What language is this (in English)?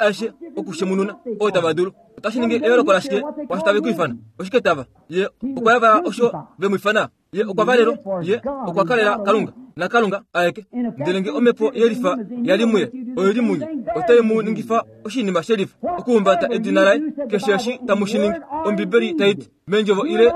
Kuanyama